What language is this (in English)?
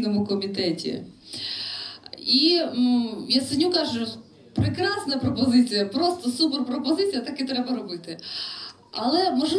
Ukrainian